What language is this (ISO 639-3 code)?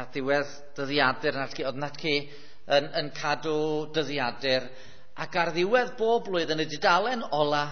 cym